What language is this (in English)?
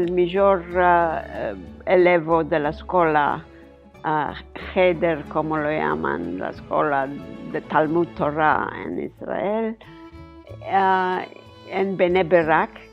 Ladino